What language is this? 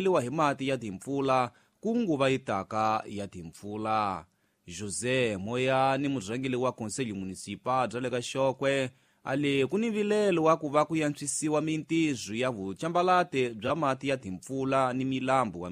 Tsonga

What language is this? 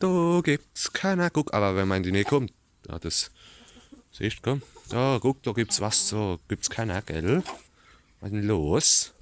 Palatine German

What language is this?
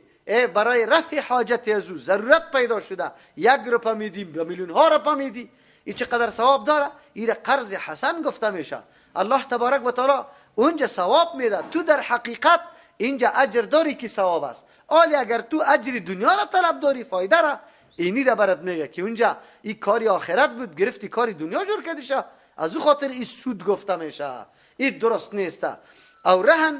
Persian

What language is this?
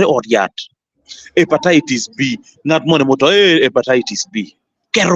Acoli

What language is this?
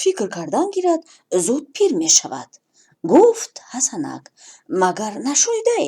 Tajik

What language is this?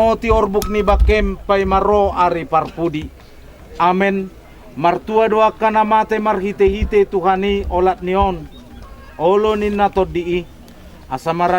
Batak Toba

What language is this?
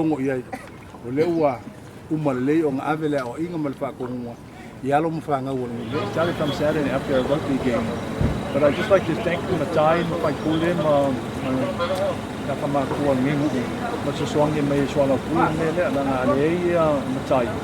Samoan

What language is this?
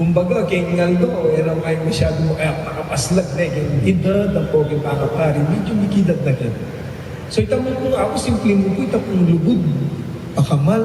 Pampanga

